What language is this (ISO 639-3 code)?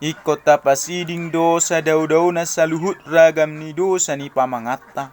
bbc